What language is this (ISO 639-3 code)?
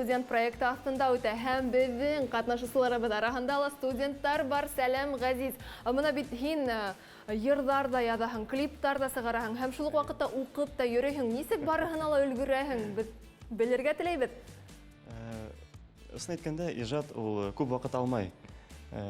bak